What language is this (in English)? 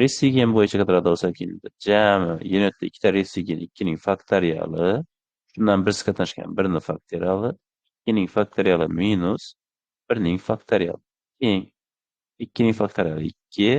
Uzbek